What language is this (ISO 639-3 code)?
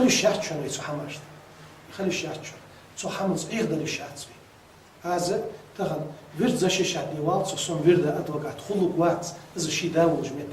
inh